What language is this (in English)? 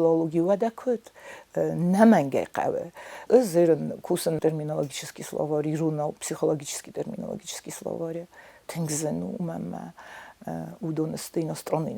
Ossetic